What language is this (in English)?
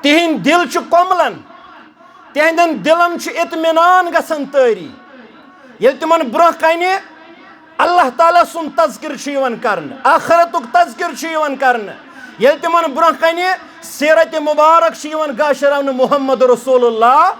Kashmiri